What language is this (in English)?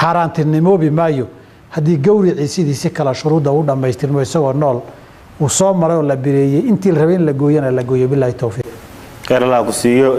Somali